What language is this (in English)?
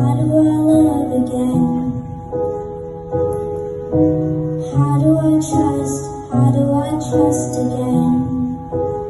English